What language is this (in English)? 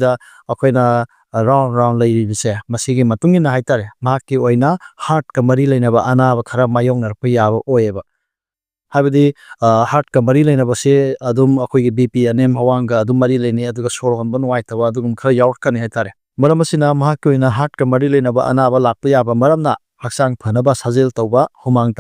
Manipuri